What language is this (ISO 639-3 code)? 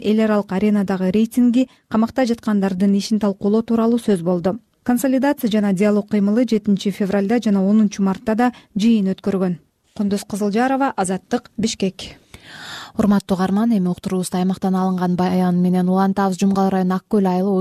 kir